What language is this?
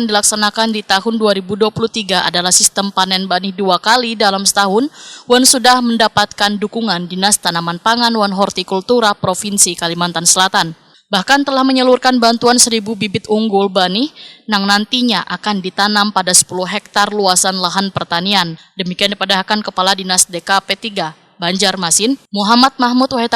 Banjar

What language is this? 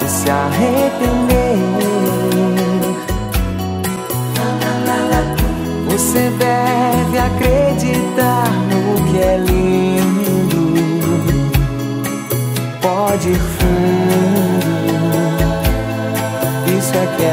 Portuguese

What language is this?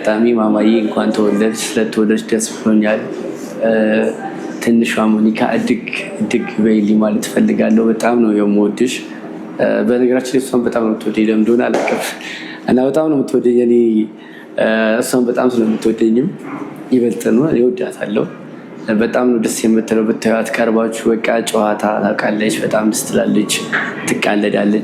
Amharic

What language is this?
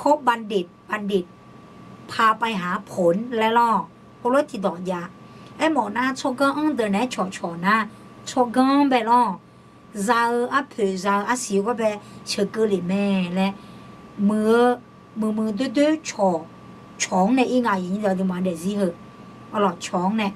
Akha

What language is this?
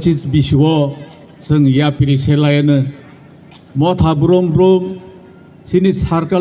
Kok Borok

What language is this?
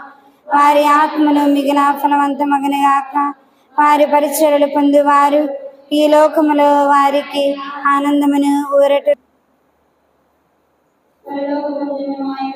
Telugu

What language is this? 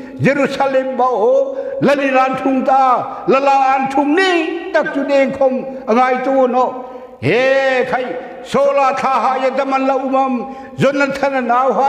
Hmar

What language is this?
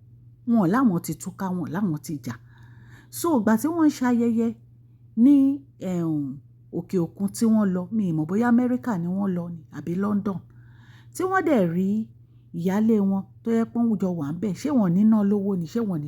Yoruba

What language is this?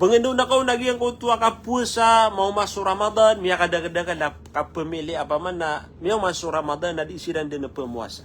Maranao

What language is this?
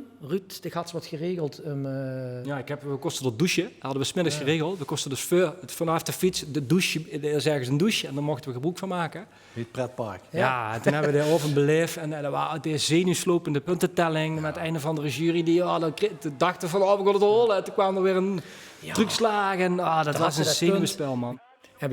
Limburgish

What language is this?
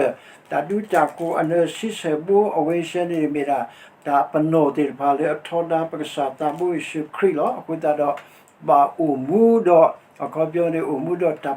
S'gaw Karen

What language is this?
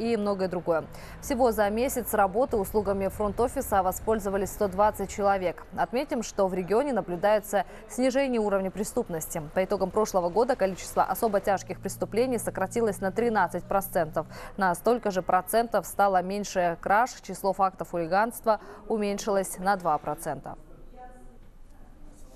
Russian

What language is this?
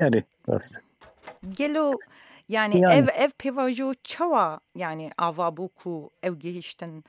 Kurdish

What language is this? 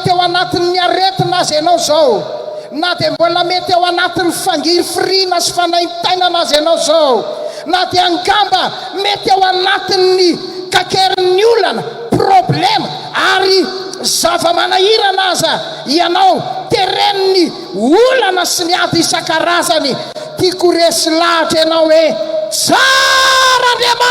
Malagasy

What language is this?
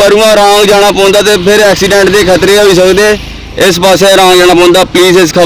Dogri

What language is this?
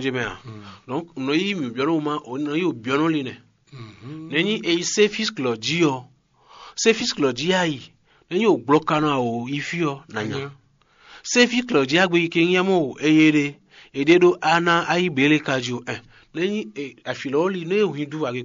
Fon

